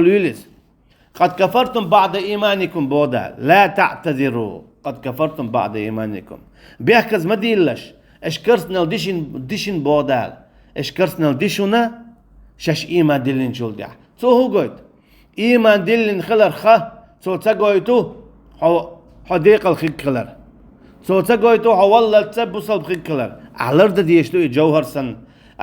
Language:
Chechen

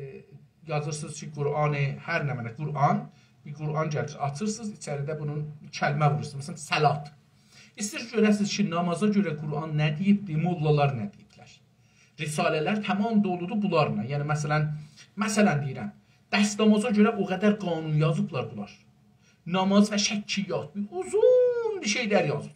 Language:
South Azerbaijani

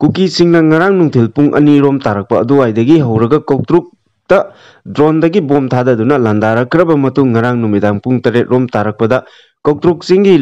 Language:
Manipuri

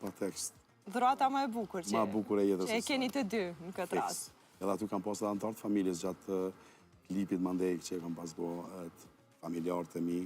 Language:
Albanian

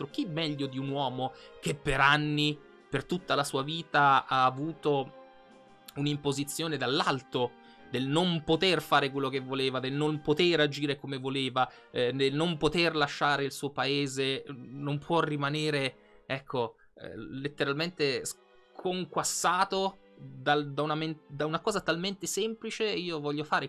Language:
Italian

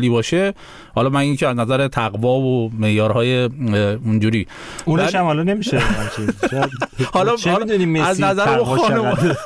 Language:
Persian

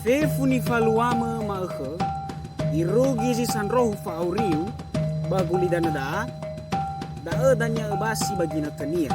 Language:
Nias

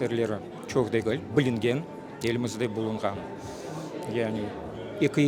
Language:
Crimean Tatar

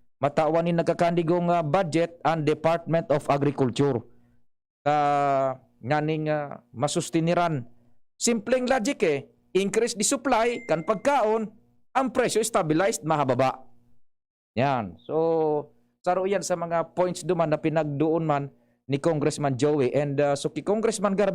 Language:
Bikol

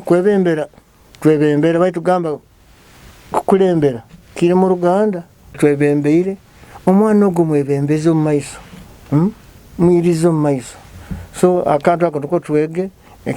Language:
Nyoro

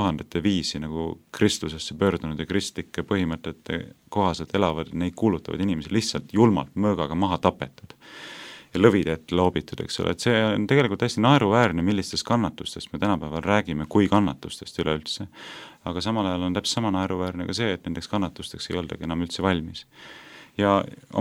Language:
Estonian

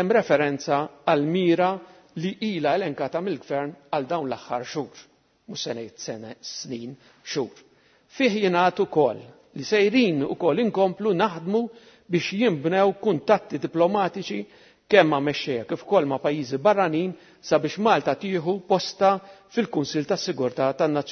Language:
Maltese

